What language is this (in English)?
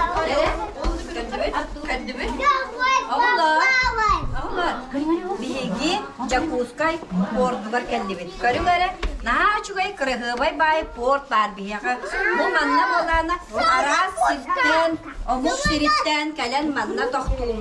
Yakut